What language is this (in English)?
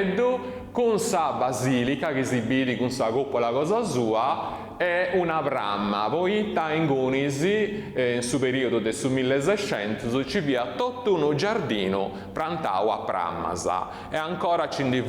Sardinian